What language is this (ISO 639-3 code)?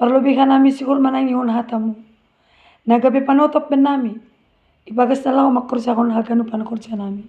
bts